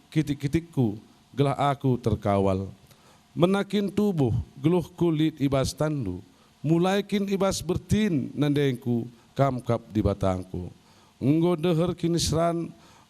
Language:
Batak Karo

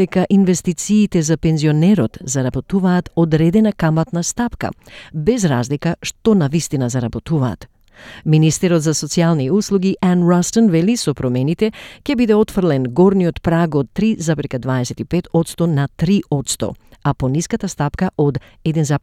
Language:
Macedonian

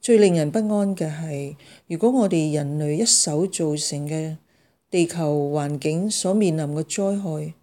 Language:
Cantonese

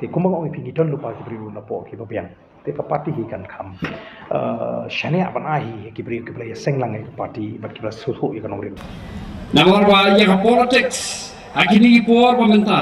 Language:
Khasi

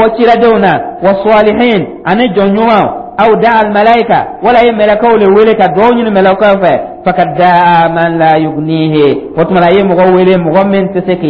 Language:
Dyula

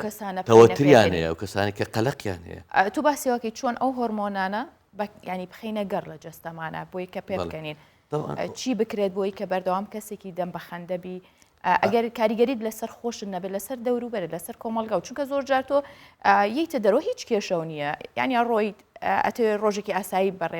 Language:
Central Kurdish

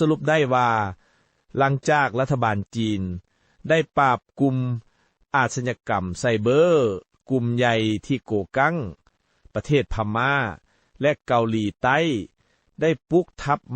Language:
Lao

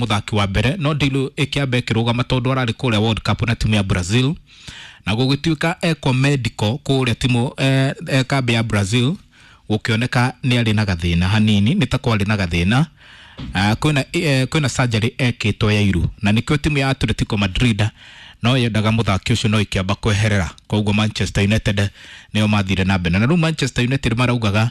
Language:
Kikuyu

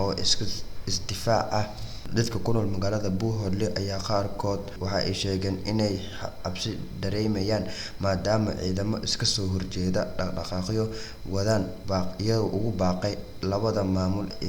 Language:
Somali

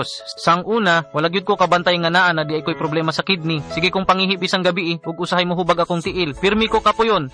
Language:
Cebuano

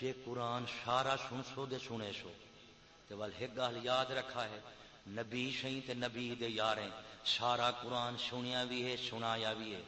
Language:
Saraiki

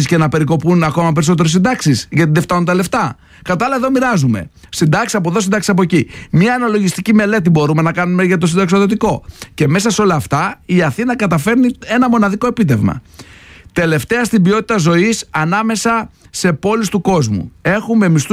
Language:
Greek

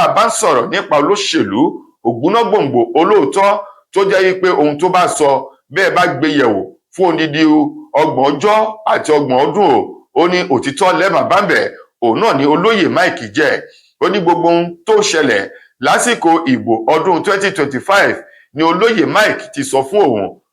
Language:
Yoruba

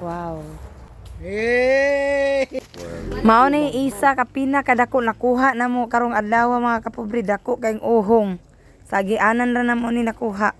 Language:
Cebuano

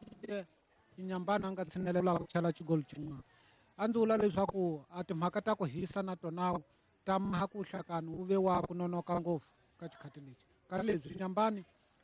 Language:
Tsonga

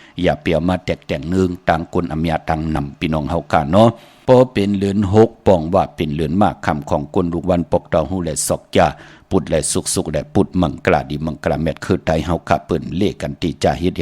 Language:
Shan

